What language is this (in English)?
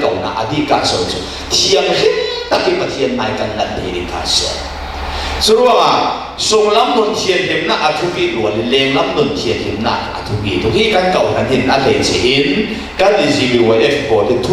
Falam Chin